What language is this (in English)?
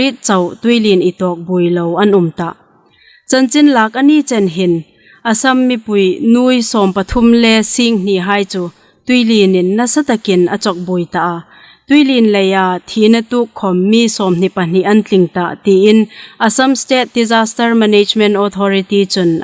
Hmar